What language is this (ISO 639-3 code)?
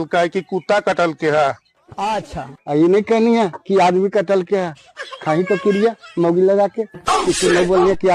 mag